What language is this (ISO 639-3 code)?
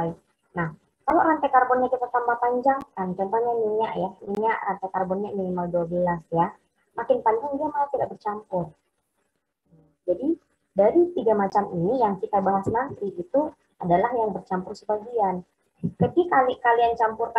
ind